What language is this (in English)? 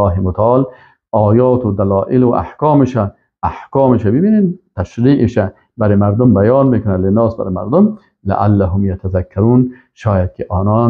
Persian